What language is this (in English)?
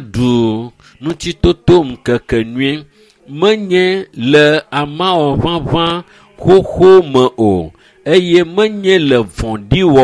Ewe